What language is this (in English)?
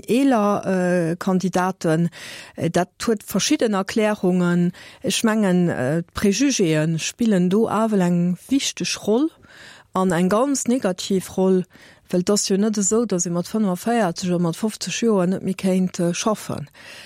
Luxembourgish